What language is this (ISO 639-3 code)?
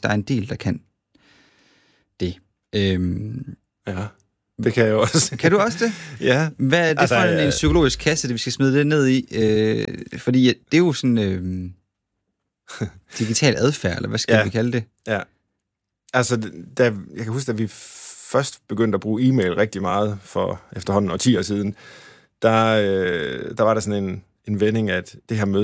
dan